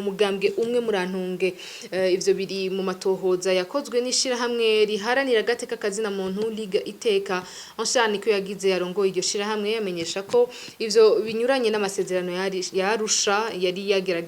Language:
Rundi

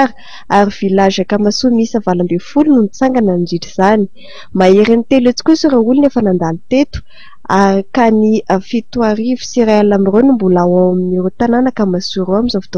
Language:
Malagasy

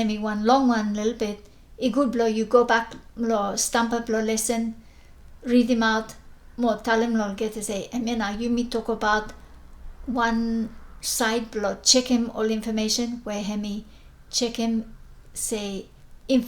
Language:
Bislama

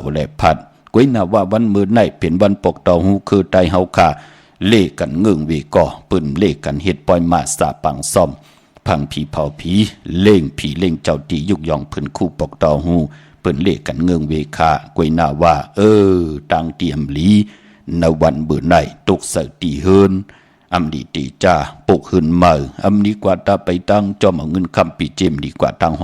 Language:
Shan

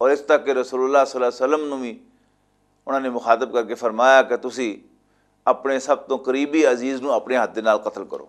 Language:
Western Panjabi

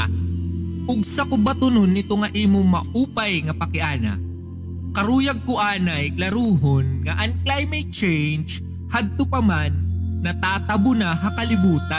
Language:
Waray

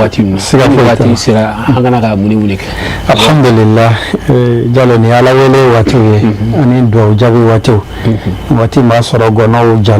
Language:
Bambara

